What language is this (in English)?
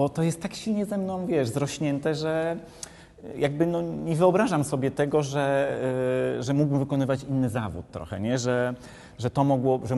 Polish